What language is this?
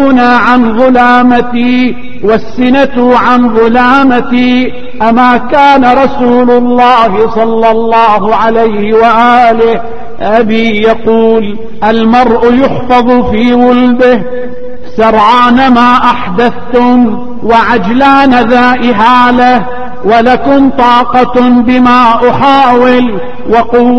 Arabic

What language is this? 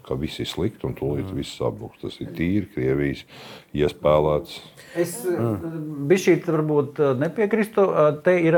Latvian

